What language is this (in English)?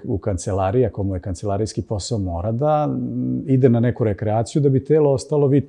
Serbian